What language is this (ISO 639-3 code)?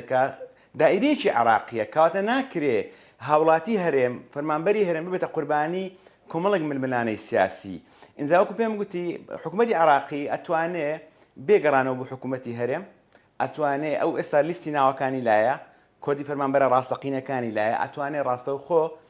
ckb